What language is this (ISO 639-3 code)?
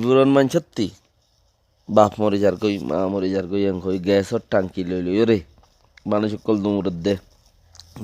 rhg